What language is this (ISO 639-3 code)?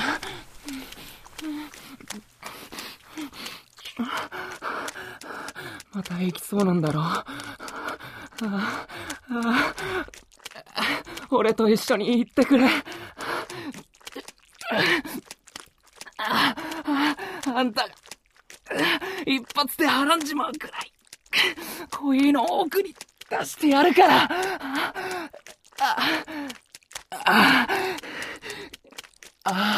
jpn